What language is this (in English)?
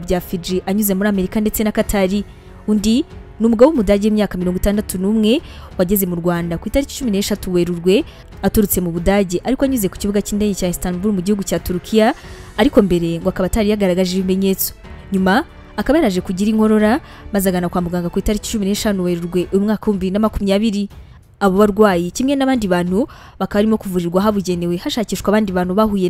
Kinyarwanda